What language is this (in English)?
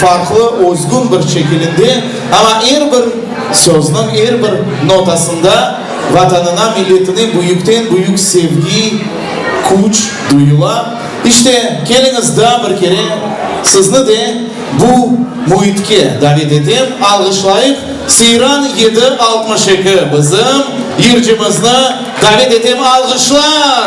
Crimean Tatar